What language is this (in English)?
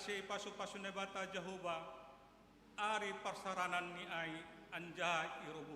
Batak Simalungun